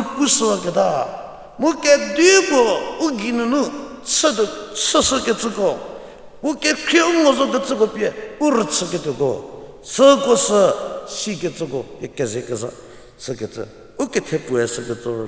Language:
Angami Naga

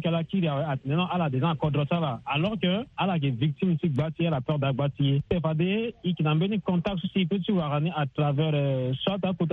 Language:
Sango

